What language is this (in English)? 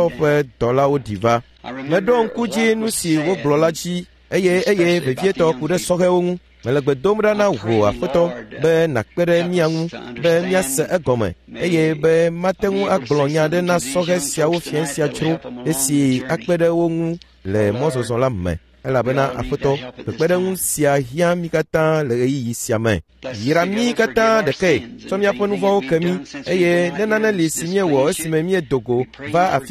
Ewe